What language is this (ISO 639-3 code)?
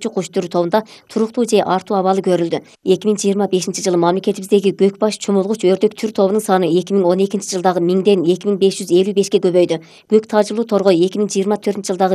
kir